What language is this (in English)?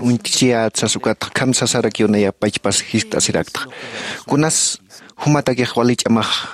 Aymara